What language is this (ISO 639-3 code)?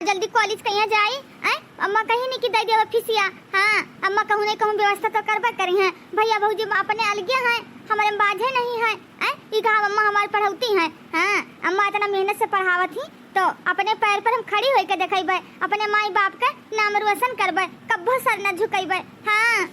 awa